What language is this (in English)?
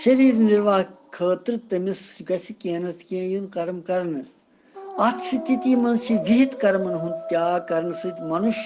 Kashmiri